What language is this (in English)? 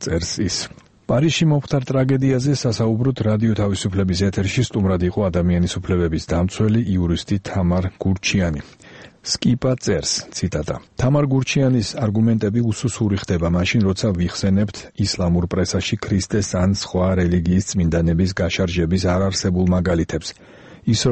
Georgian